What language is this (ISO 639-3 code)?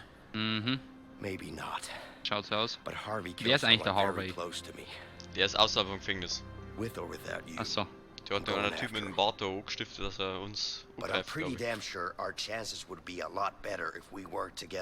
bar